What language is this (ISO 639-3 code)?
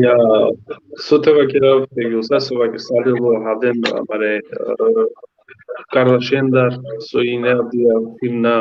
rmn